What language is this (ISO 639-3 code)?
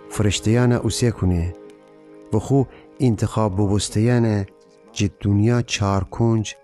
glk